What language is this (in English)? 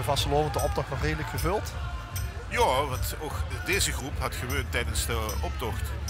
Limburgish